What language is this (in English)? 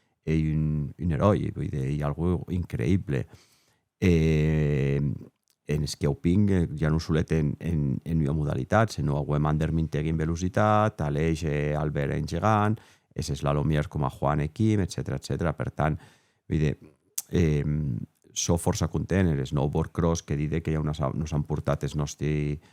Occitan